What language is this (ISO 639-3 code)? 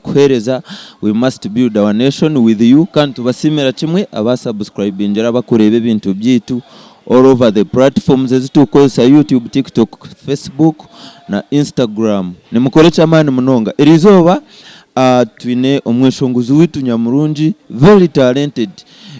nyn